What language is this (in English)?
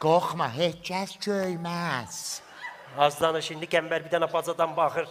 South Azerbaijani